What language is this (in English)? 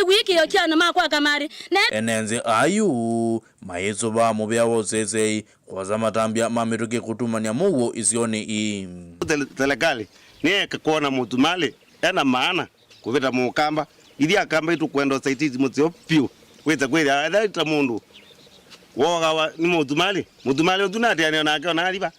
Kamba